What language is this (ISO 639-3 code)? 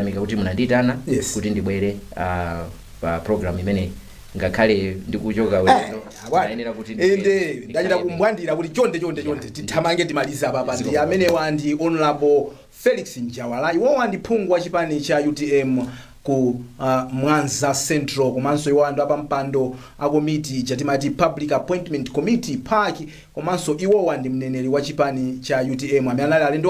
nya